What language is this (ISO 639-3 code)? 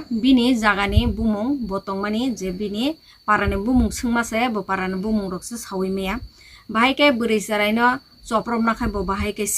trp